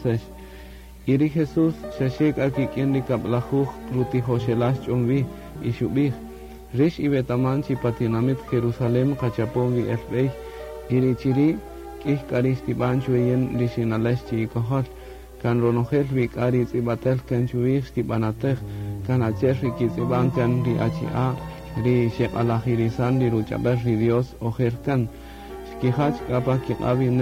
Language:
Kaqchikel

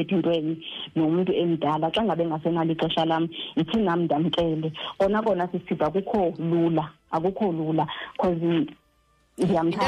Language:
Xhosa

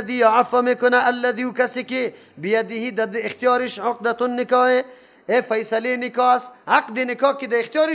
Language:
Persian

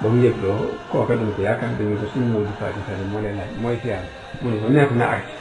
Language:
Wolof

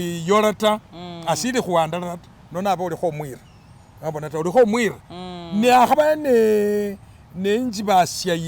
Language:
Masaaba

